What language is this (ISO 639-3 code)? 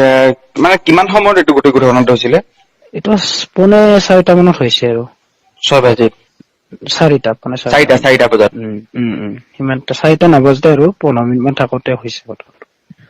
asm